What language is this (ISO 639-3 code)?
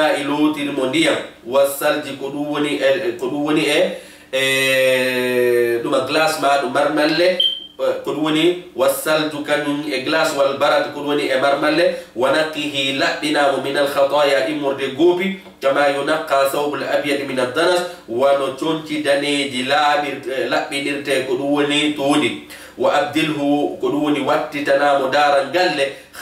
ful